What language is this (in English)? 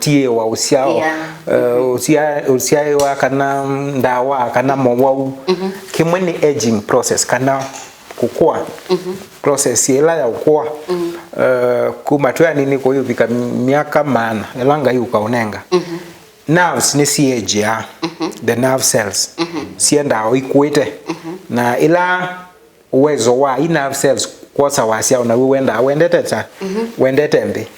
Kamba